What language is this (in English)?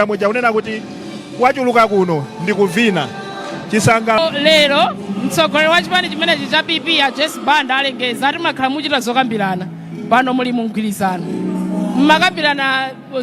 Nyanja